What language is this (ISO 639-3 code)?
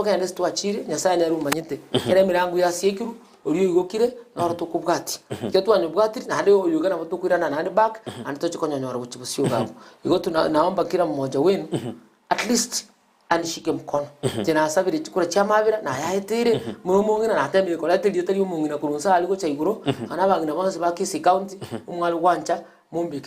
guz